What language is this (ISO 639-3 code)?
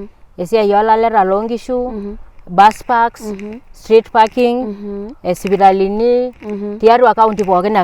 mas